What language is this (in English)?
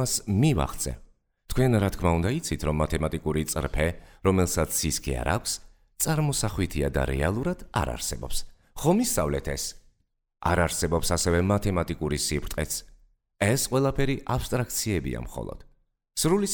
Georgian